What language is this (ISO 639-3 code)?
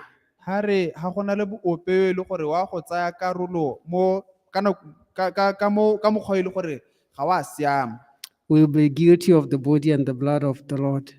tsn